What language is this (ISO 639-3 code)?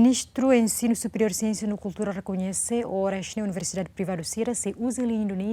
tet